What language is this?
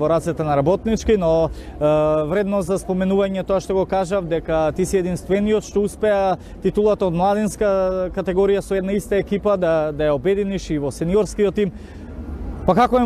Macedonian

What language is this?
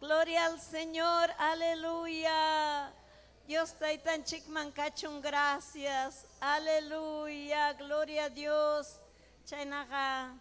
Ayacucho Quechua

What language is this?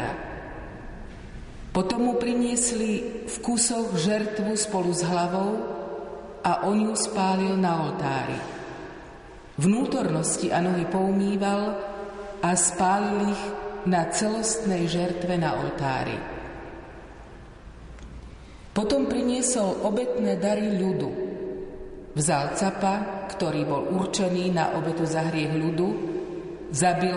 Slovak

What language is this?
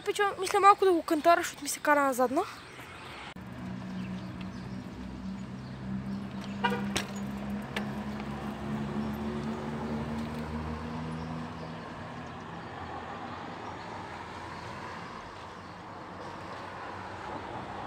Bulgarian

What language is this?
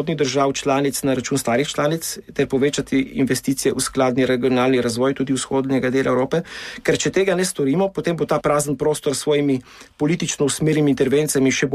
Slovenian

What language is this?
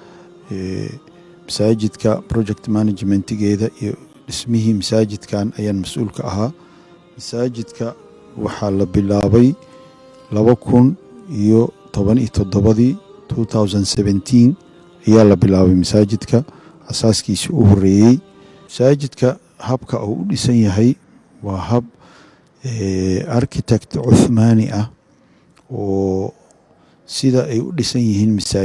Somali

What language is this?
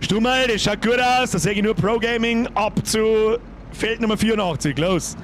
Bavarian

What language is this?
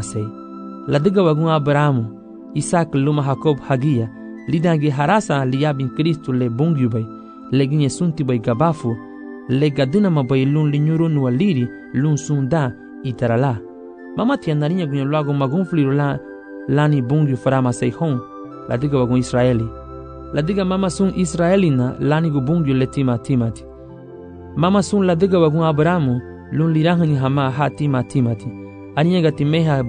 Garifuna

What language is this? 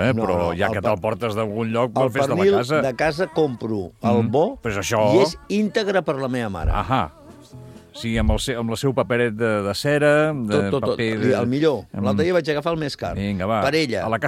Catalan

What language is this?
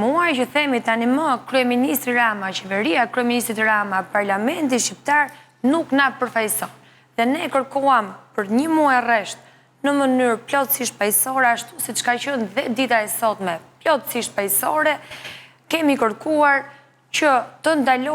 Albanian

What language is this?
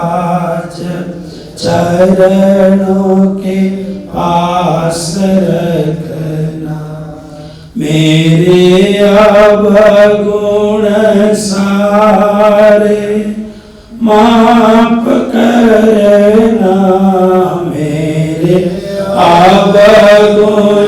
Nepali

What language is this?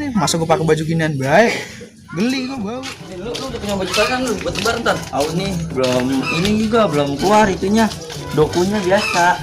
Betawi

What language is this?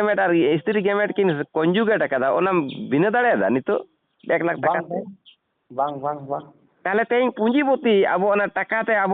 Santali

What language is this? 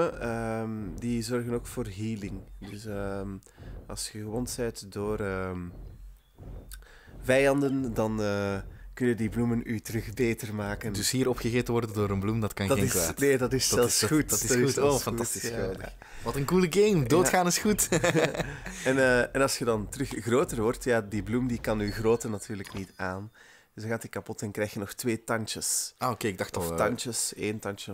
Dutch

